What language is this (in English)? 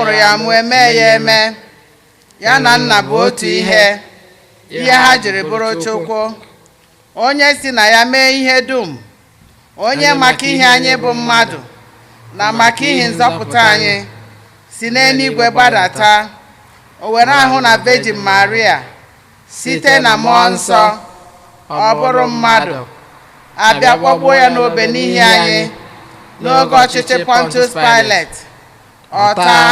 Igbo